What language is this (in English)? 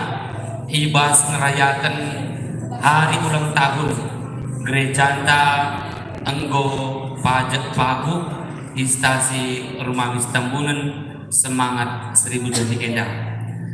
Batak Karo